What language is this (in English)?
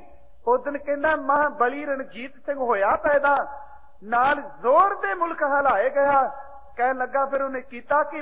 Punjabi